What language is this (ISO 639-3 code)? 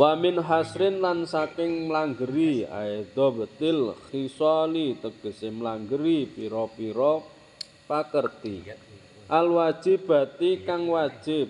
jav